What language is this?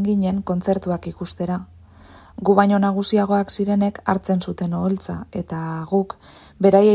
Basque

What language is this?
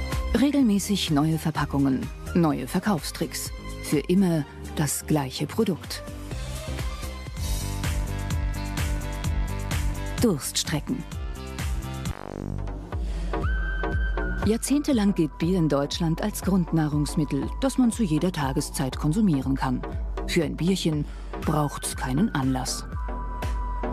German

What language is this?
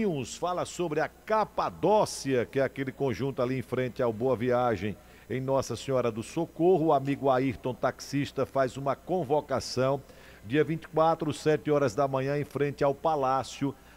Portuguese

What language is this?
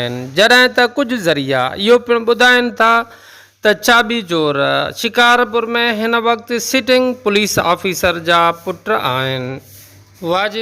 Sindhi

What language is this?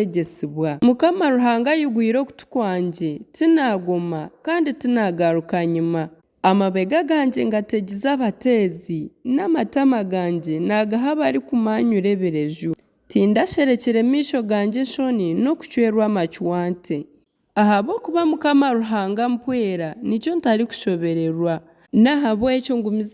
Nyankole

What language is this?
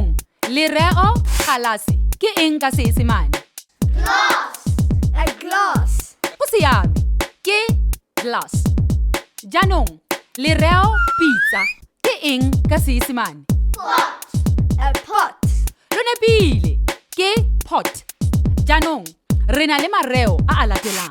Tswana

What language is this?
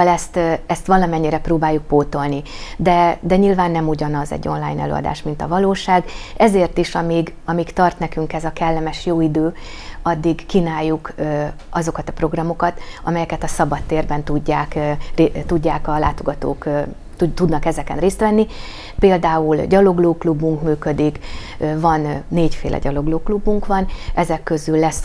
Hungarian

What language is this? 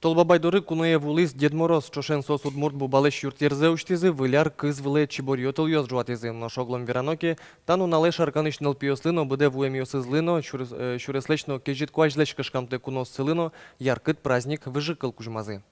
Udmurt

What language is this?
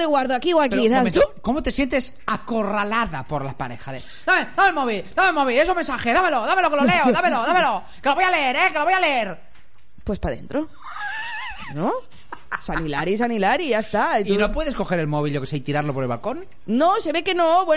Spanish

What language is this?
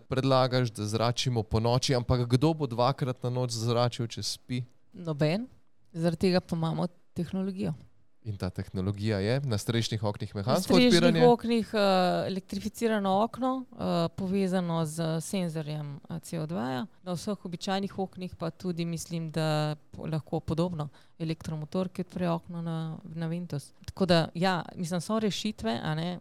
Slovenian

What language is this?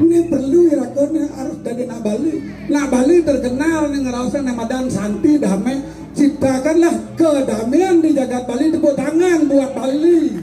Balinese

